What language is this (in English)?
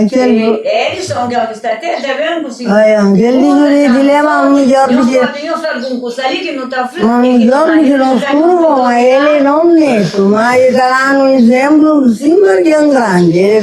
Kabuverdianu